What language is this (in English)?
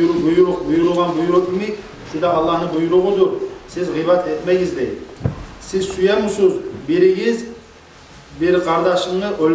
Kumyk